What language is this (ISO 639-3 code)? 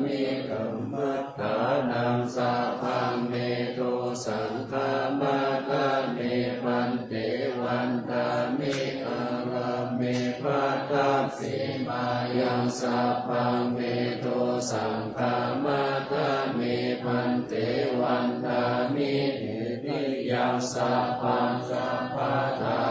pli